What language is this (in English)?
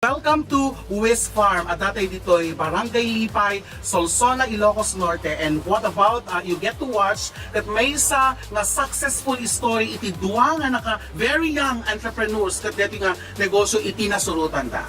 Iloko